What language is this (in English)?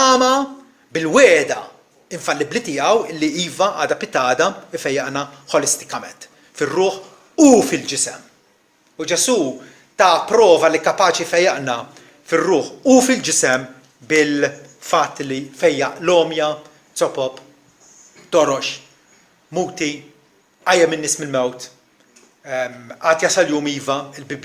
Maltese